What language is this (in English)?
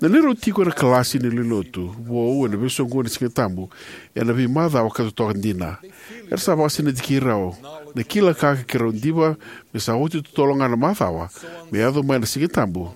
Fijian